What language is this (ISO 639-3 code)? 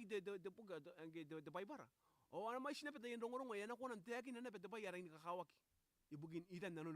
gil